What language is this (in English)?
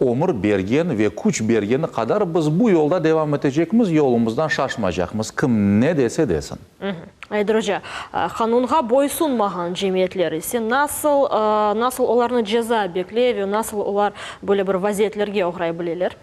Crimean Tatar